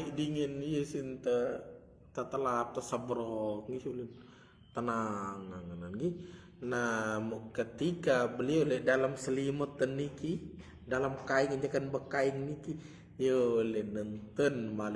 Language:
Sasak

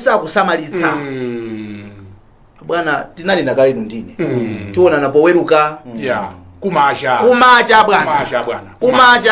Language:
Nyanja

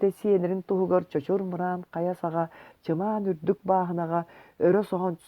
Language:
Yakut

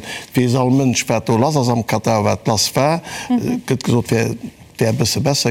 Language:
Luxembourgish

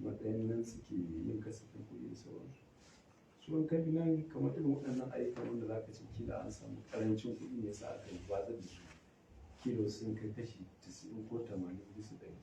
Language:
Hausa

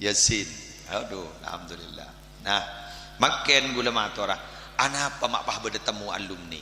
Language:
Madurese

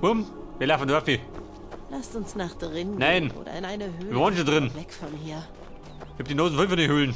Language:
Bavarian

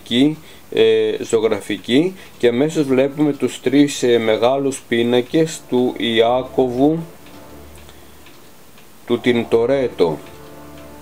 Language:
Greek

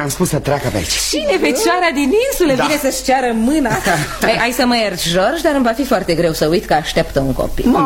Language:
Romanian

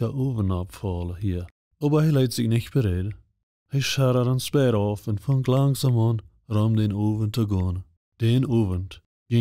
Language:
Plautdietsch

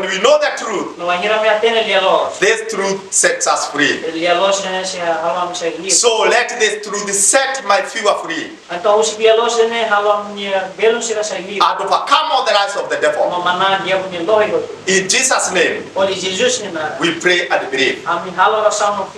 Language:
Tetum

